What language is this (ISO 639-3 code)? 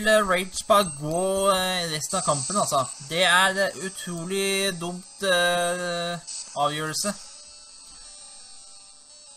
nor